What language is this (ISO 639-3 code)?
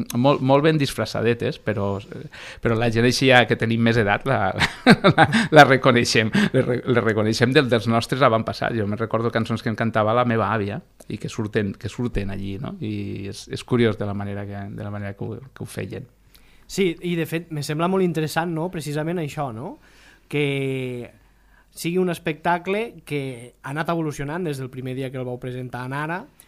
cat